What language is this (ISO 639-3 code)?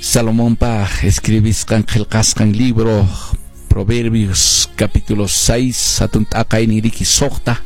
que